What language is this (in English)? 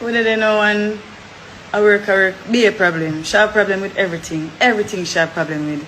Jamaican Creole English